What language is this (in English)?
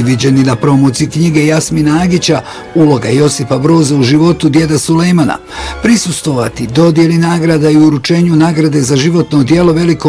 Bosnian